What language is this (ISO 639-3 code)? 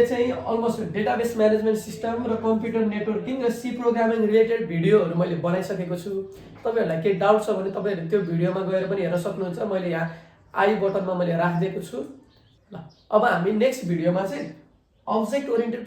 nep